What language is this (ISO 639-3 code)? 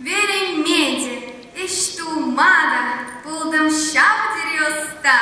chv